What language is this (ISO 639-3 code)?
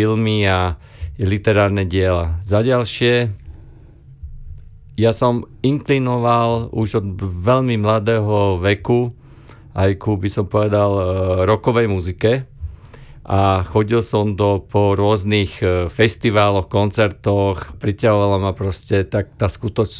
slk